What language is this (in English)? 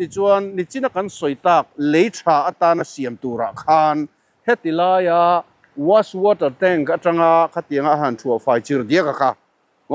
Mizo